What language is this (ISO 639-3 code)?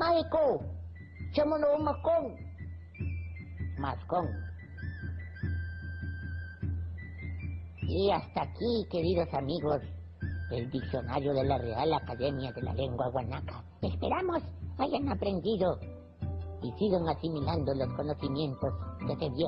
spa